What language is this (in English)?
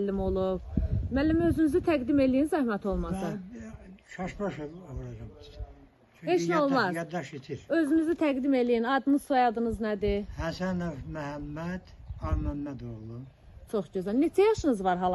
Azerbaijani